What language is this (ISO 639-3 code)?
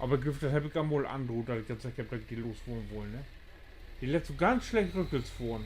nds